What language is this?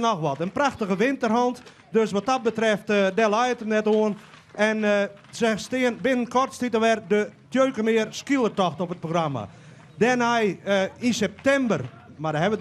Western Frisian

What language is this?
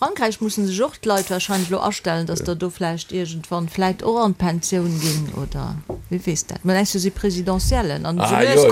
Luxembourgish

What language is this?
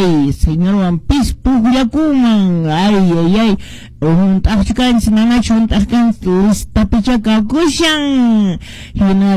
Quechua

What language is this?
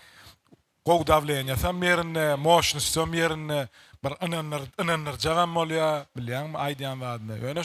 Turkmen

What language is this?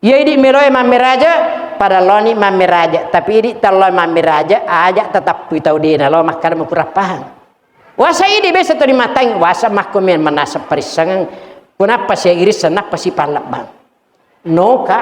Buginese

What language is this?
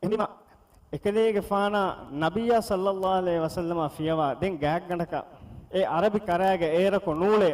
Divehi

